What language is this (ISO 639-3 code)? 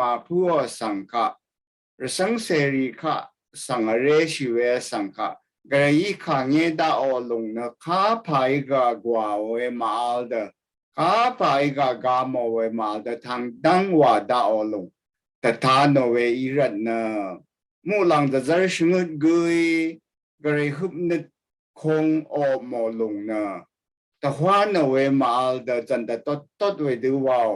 raw